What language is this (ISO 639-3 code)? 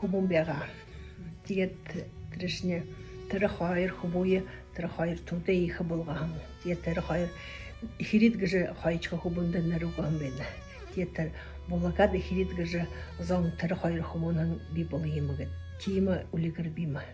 bua